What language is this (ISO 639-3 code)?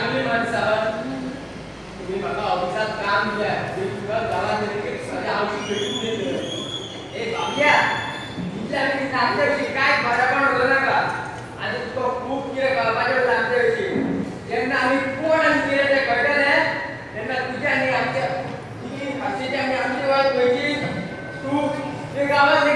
kok